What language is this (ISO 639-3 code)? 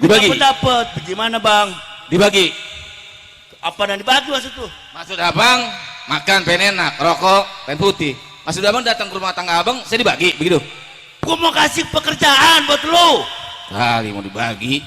bew